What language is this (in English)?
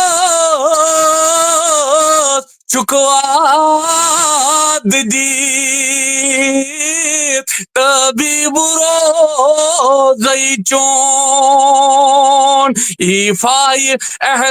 Kashmiri